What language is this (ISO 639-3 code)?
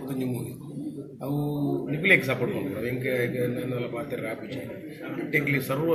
tcy